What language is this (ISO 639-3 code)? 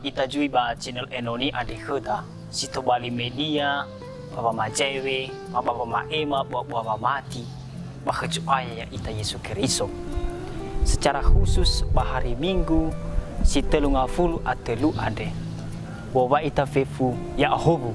nia